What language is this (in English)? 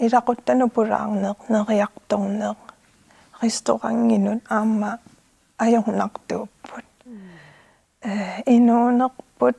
Kalaallisut